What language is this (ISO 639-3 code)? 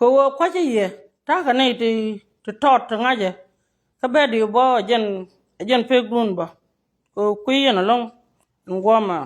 nus